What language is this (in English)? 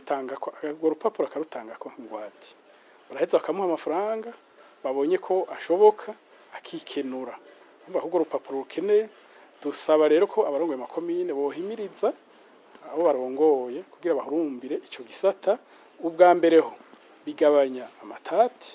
Rundi